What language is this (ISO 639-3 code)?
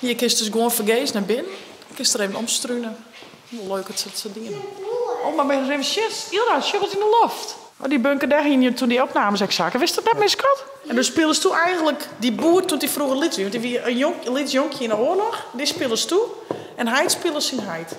fry